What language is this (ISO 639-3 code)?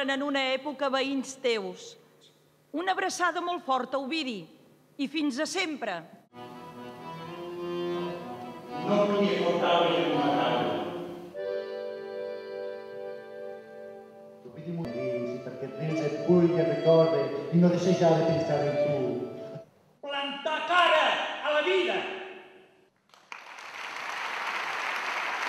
cat